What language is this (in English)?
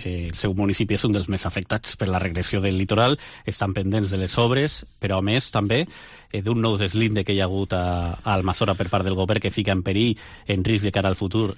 Catalan